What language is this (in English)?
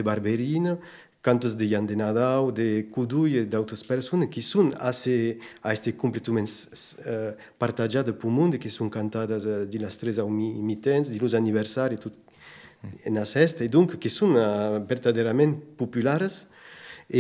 Occitan